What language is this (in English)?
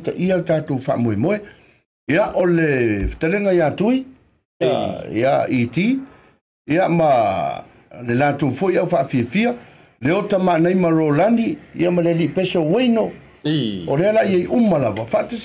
Samoan